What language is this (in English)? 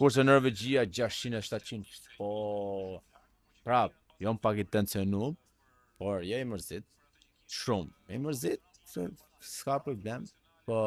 Albanian